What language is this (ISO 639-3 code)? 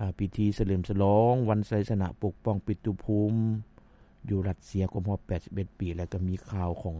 lao